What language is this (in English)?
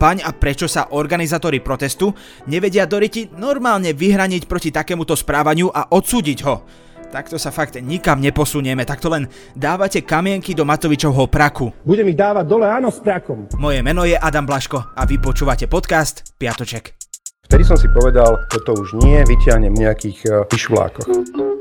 Slovak